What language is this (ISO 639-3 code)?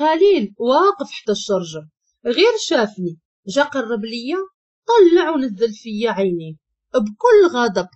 ary